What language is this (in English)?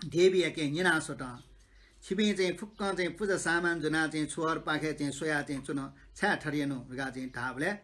Newari